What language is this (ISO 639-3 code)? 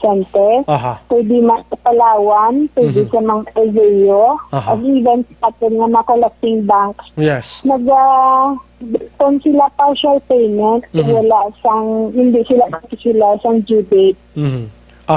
hil